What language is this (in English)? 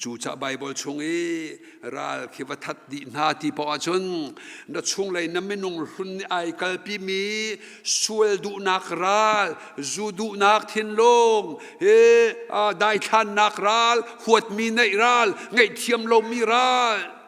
Hakha Chin